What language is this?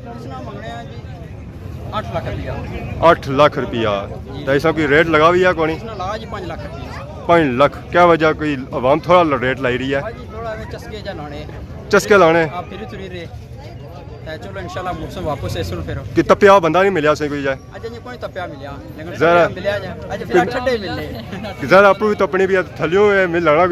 Pahari-Potwari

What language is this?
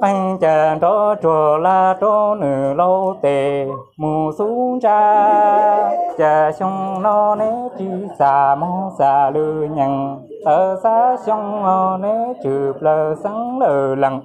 Hmong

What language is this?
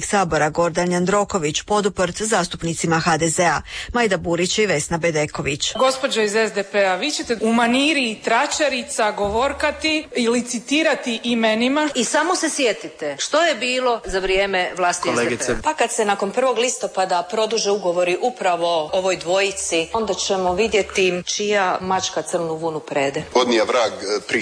Croatian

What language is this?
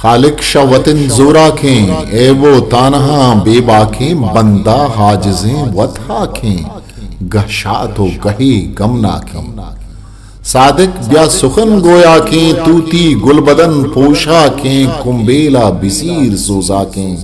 Eastern Balochi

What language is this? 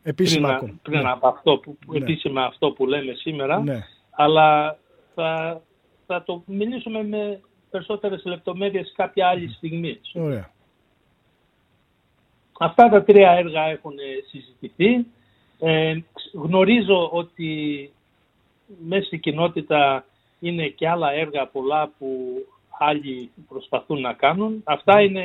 Greek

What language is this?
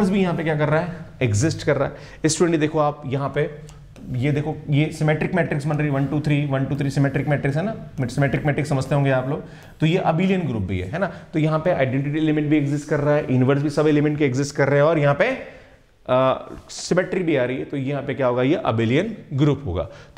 Hindi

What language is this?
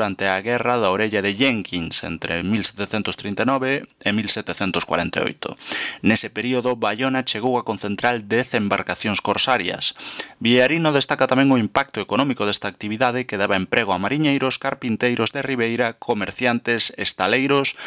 Galician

